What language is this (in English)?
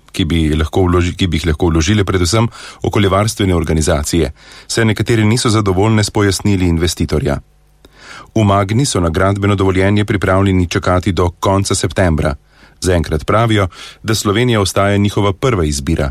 Slovenian